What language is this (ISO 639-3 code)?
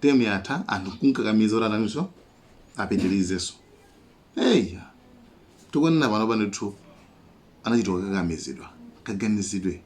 nya